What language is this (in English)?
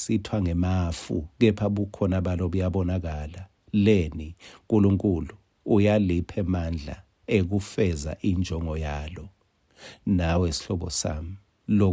Swati